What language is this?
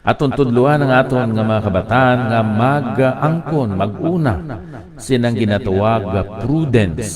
Hiligaynon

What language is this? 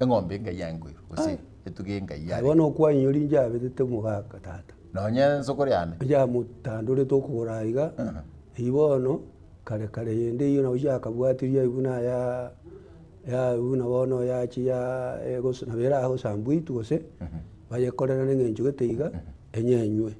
Gusii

